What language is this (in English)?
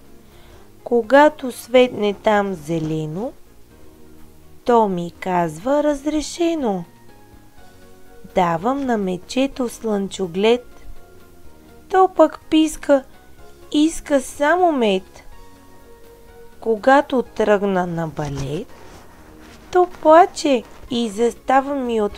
Bulgarian